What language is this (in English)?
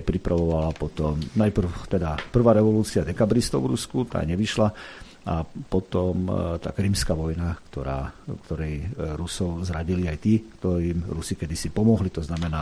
Slovak